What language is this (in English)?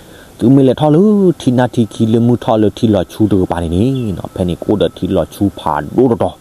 S'gaw Karen